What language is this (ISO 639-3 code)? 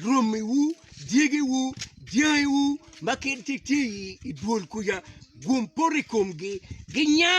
ach